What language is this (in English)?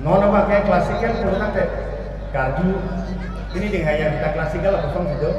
Karbi